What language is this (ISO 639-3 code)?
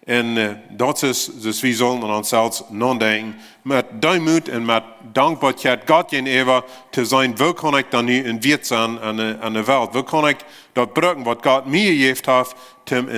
pdt